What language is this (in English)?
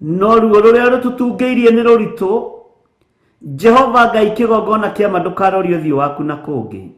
Kikuyu